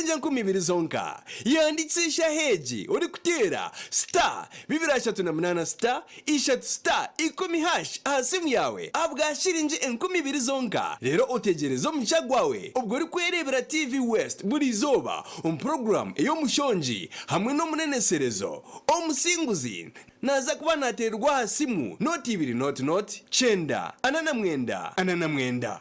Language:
Nyankole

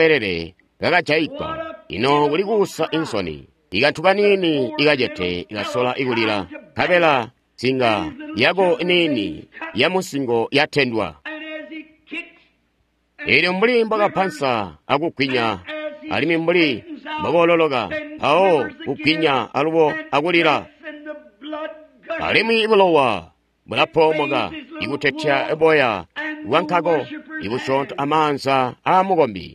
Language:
Tonga (Zambia)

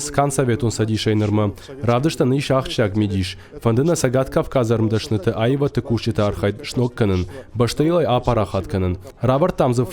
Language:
Ossetic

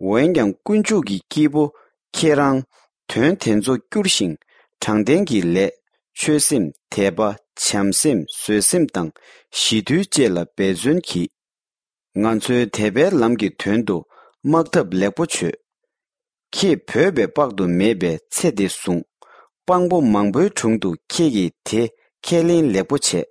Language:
Tibetan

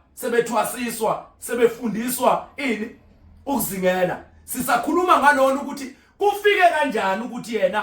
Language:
Zulu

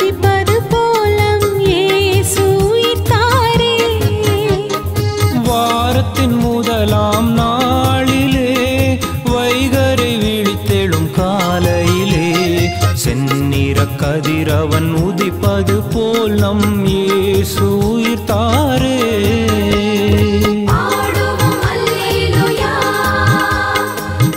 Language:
Tamil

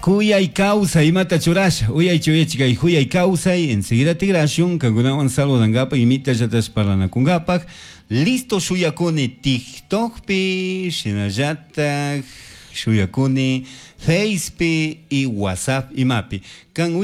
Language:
Chimborazo Highland Quichua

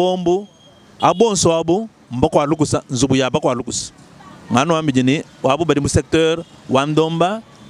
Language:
Luba-Lulua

